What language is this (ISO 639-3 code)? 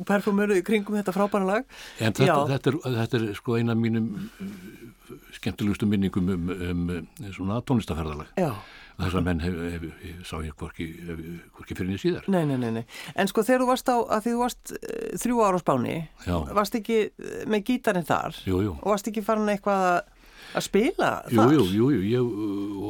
isl